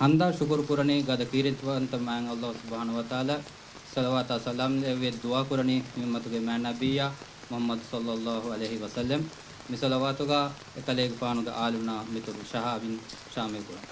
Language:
Divehi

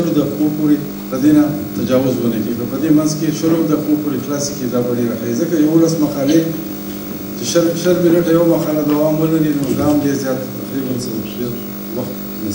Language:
Pashto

